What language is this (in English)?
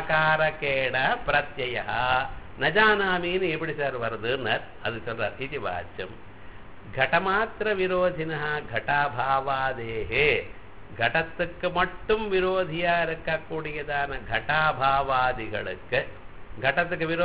Tamil